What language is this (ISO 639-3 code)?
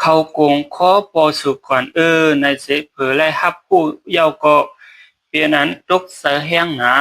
shn